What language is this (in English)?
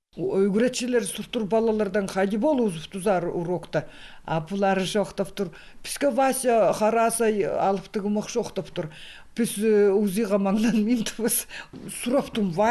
Khakas